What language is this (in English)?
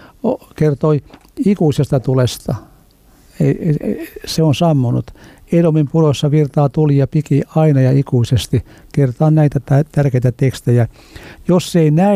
Finnish